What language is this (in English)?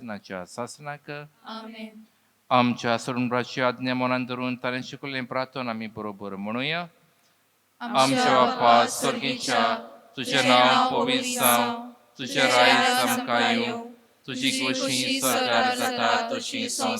Konkani